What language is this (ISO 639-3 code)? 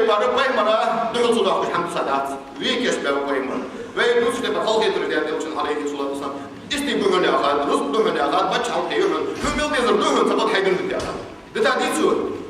inh